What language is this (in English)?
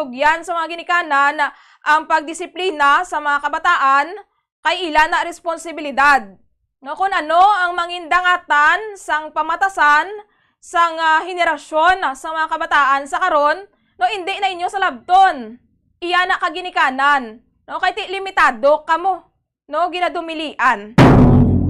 Hiligaynon